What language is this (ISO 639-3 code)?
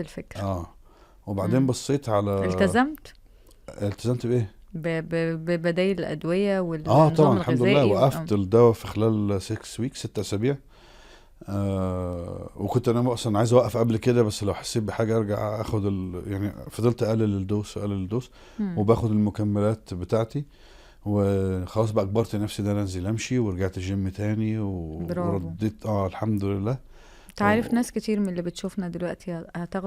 arz